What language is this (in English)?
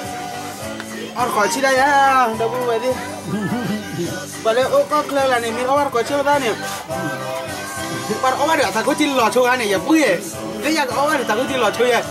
S'gaw Karen